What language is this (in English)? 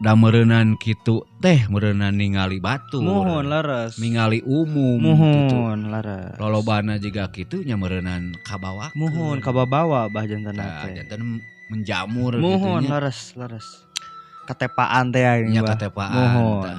Sundanese